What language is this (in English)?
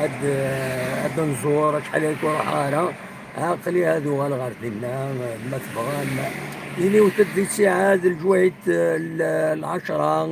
Kabyle